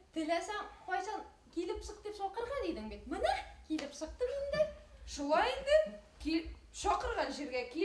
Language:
Bashkir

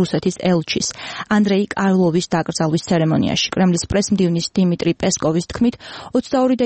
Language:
Georgian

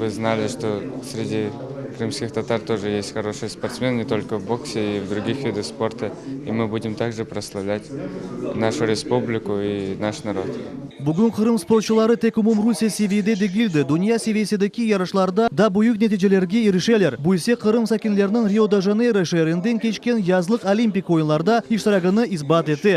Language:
Crimean Tatar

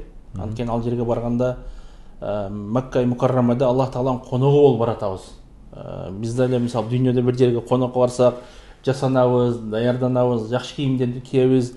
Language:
Kyrgyz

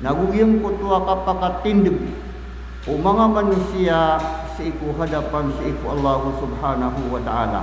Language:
Maranao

